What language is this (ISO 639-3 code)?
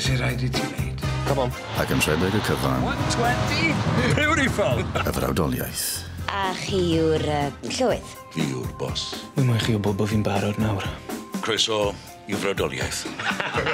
cym